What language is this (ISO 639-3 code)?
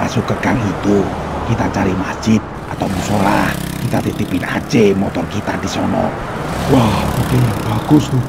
bew